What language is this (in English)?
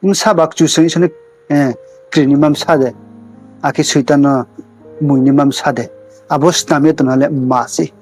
Riang (India)